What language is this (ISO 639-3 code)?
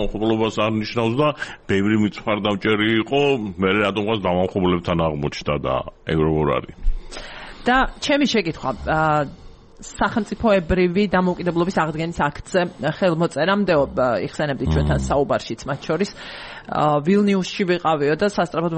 kat